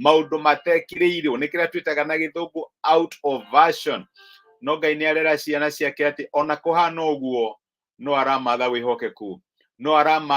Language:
Kikuyu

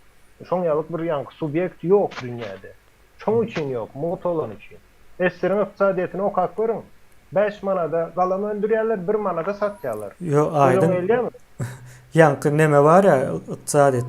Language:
Turkmen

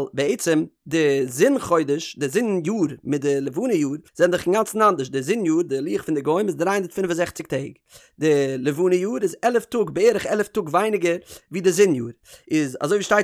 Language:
Yiddish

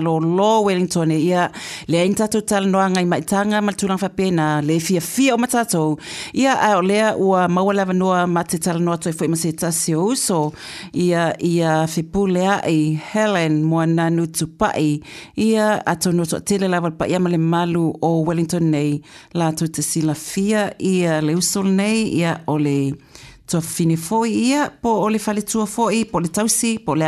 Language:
Samoan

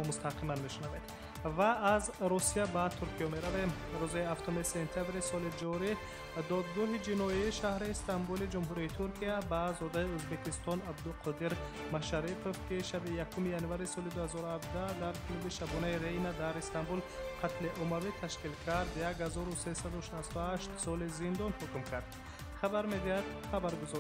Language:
Tajik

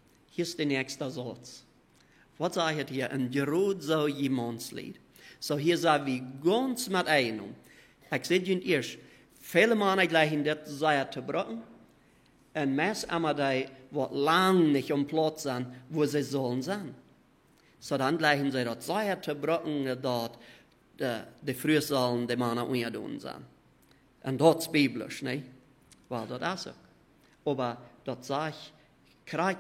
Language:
Plautdietsch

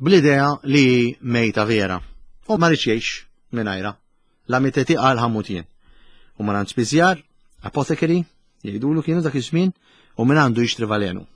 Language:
Maltese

